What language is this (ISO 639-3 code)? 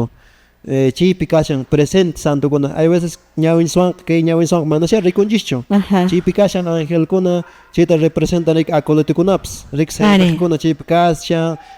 que